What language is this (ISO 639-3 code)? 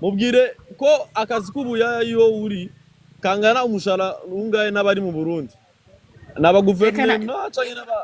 run